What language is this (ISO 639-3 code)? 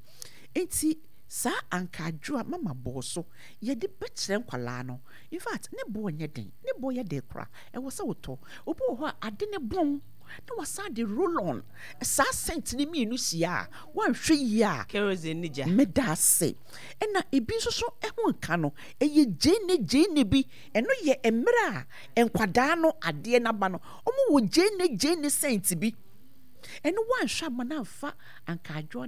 aka